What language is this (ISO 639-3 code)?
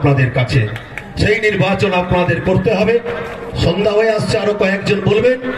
ben